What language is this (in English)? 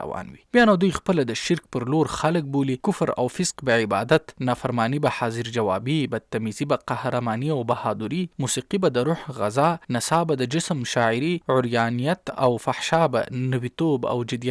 Pashto